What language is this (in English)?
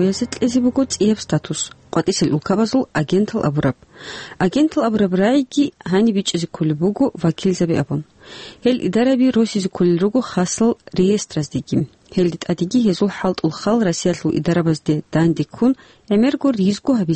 Avaric